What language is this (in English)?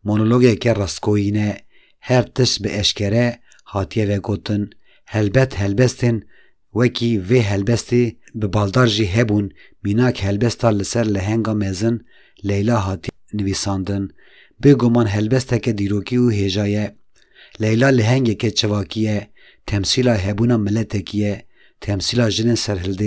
Kurdish